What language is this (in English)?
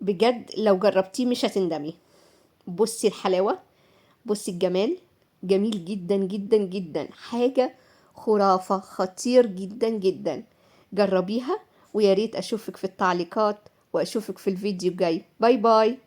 Egyptian Arabic